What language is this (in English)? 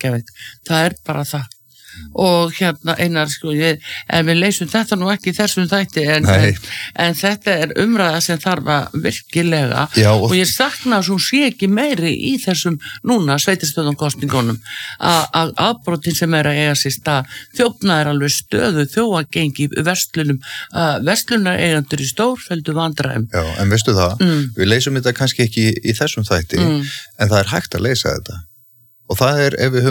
Icelandic